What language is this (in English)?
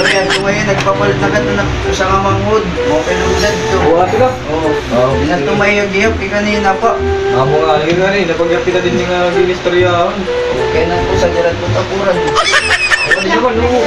Waray